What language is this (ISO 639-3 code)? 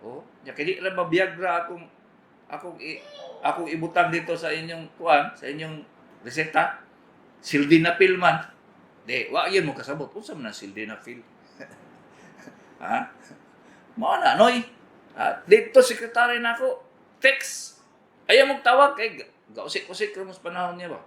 ceb